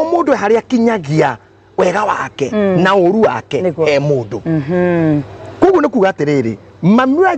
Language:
Kikuyu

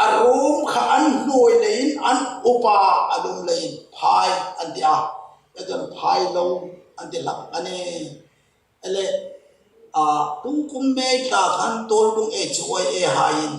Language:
Hmar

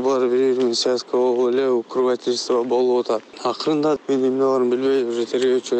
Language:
Kyrgyz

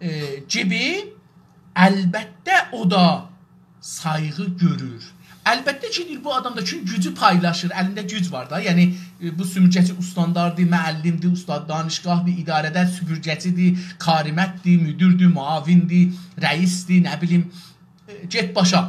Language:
South Azerbaijani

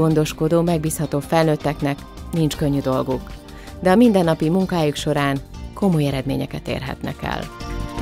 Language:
Hungarian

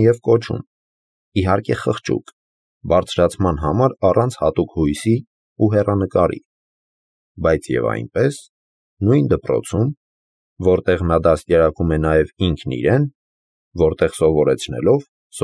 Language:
Armenian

